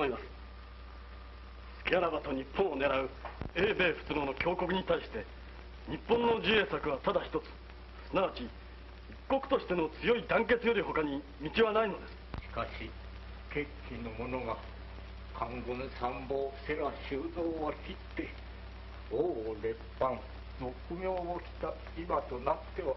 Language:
Japanese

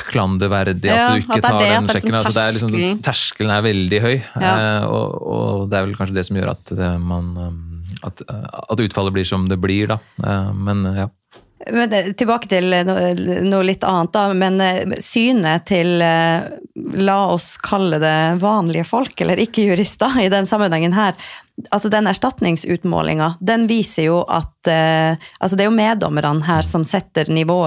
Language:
Norwegian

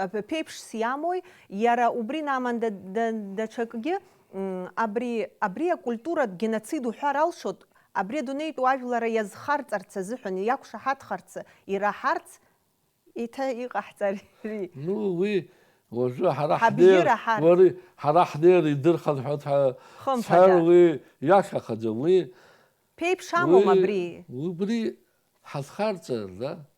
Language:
Abkhazian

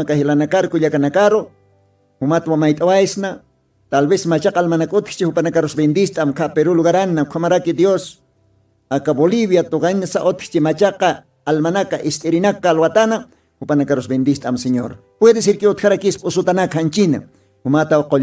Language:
Aymara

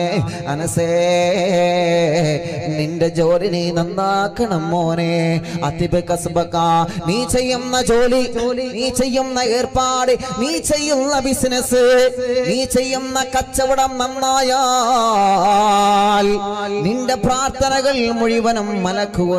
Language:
Malayalam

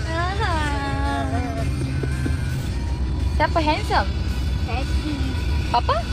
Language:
Malay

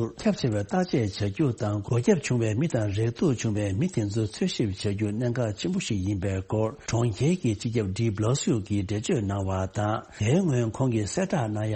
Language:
Tibetan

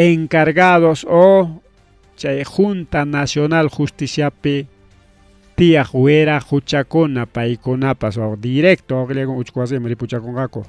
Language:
Ayacucho Quechua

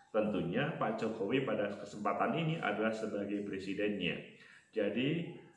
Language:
Indonesian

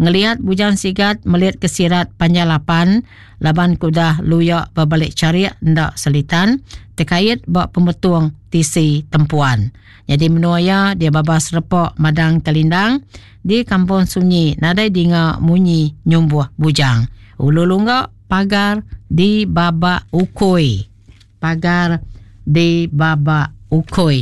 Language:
Iban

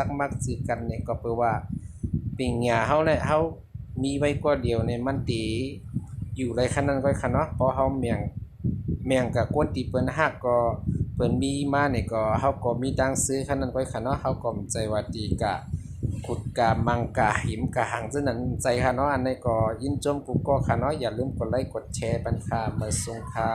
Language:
Shan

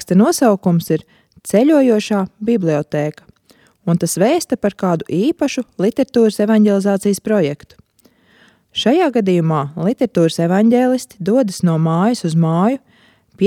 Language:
Latvian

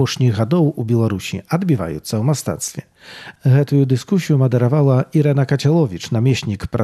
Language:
Belarusian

